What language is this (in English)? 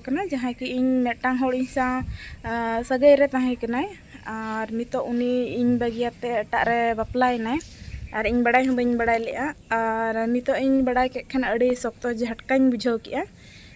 Santali